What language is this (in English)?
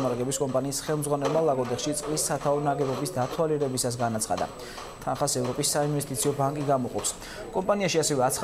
Georgian